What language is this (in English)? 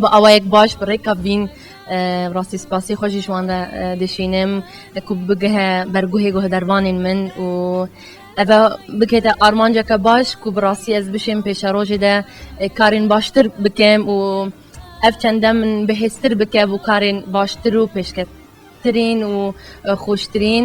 Kurdish